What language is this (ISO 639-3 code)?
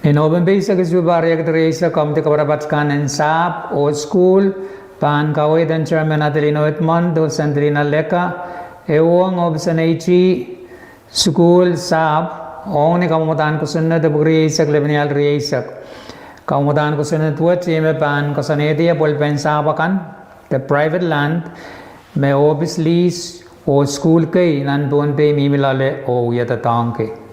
pon